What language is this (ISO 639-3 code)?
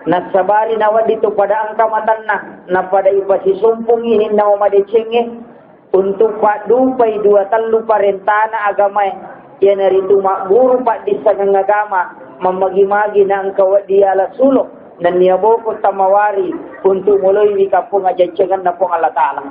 bug